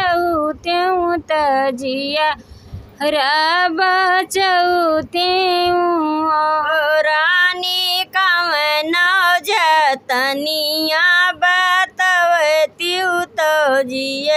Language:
Bhojpuri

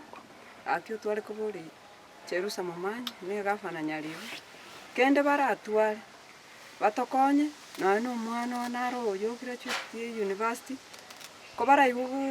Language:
Gusii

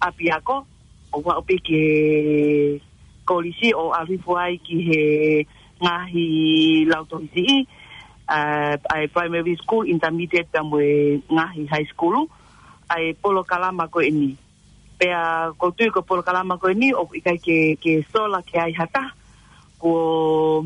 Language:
Tongan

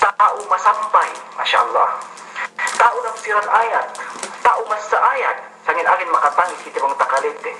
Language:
Yakan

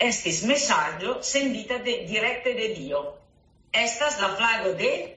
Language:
Esperanto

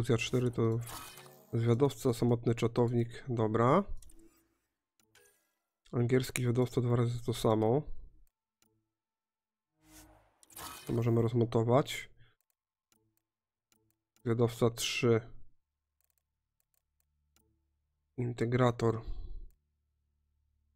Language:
Polish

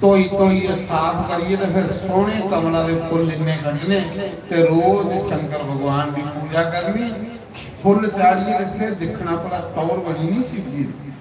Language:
Dogri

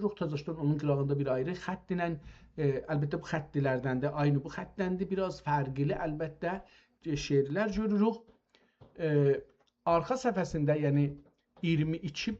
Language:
South Azerbaijani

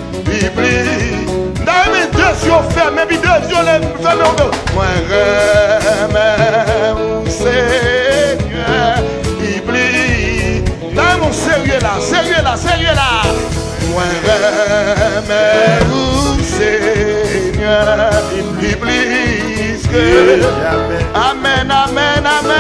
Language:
French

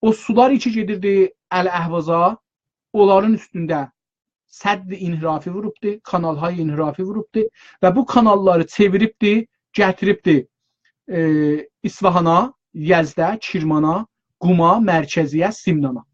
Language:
South Azerbaijani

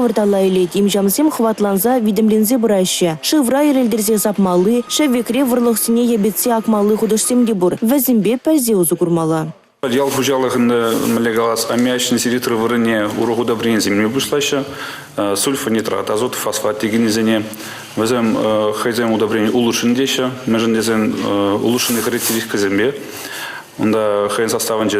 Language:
Chuvash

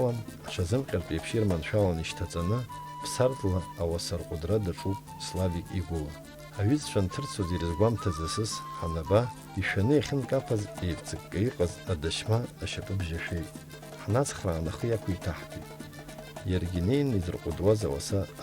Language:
Abkhazian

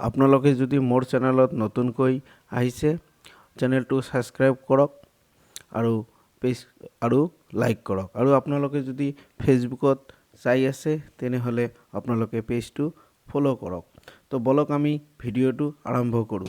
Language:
Assamese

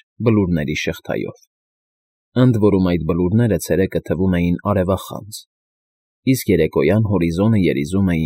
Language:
Armenian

